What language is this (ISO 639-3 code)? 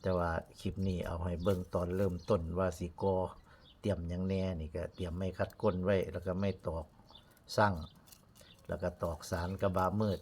tts